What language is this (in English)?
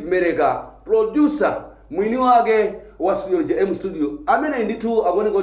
Nyanja